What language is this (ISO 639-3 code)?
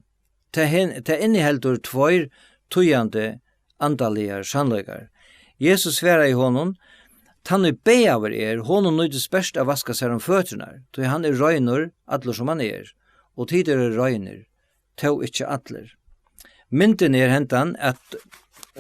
fao